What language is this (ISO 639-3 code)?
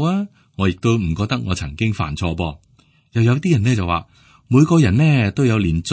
yue